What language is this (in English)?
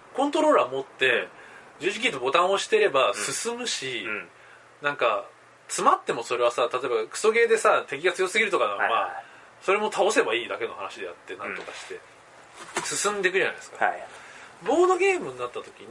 Japanese